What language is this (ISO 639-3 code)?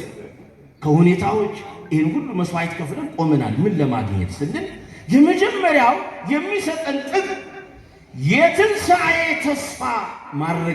amh